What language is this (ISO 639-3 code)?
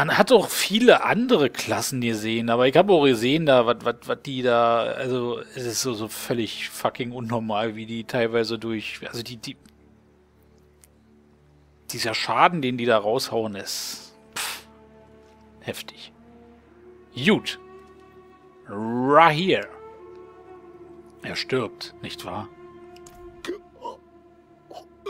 deu